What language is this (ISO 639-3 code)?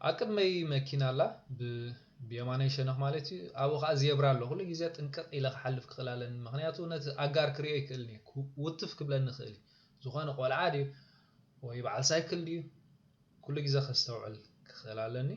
tir